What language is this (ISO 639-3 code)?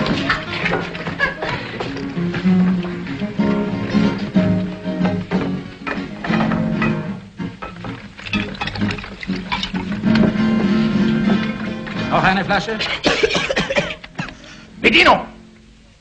deu